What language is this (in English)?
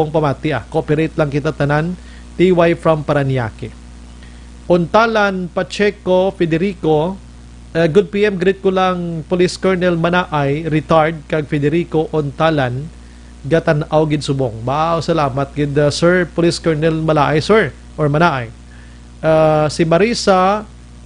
Hiligaynon